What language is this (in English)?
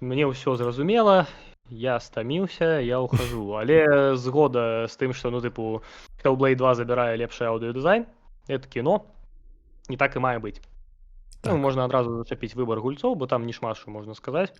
Belarusian